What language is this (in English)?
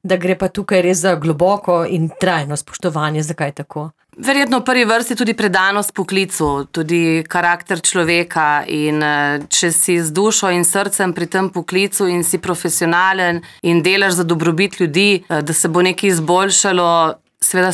Slovenian